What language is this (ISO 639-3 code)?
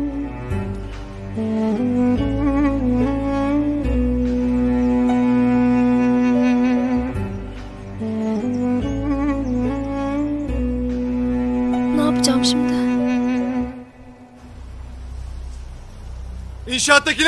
tur